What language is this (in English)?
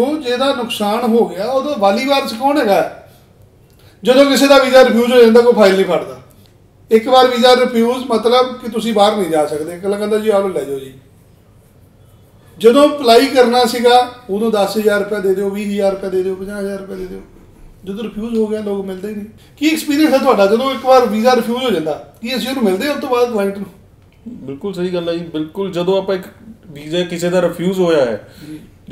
Punjabi